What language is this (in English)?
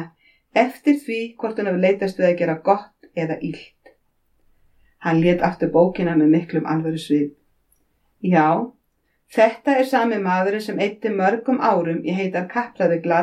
Icelandic